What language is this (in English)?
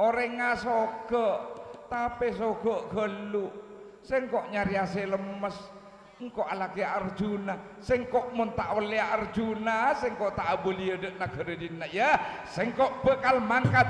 Madurese